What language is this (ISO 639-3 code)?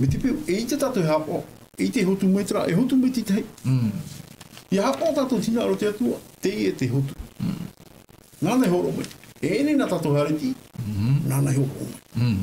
tah